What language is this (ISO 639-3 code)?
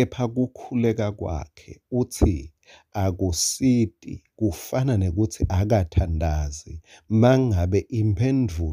ssw